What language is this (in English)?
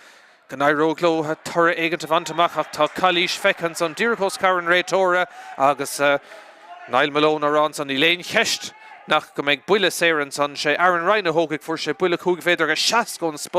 Irish